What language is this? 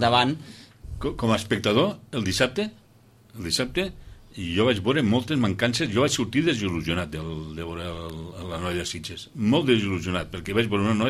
Catalan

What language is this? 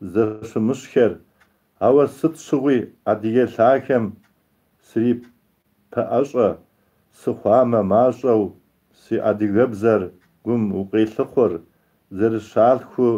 Kabardian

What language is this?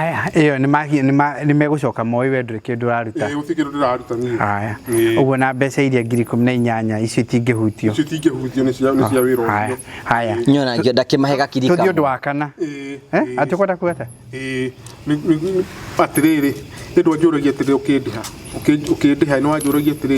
Kikuyu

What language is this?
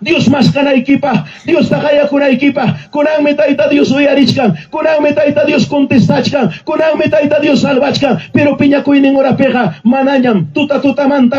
Ayacucho Quechua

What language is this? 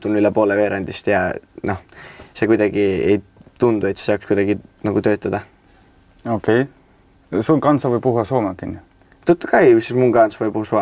Estonian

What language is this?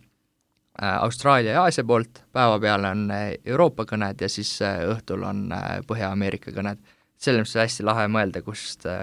Estonian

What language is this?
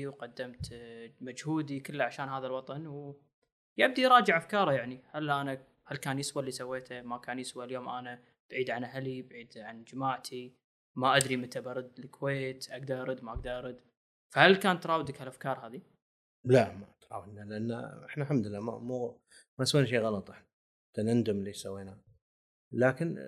Gulf Arabic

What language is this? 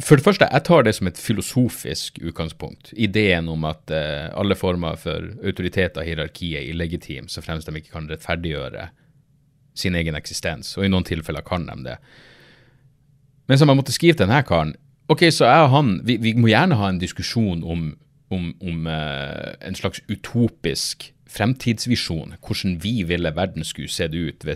Norwegian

